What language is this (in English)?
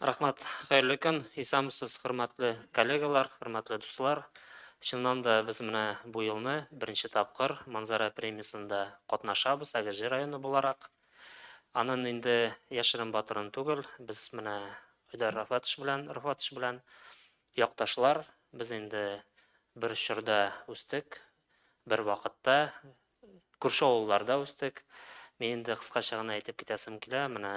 Tatar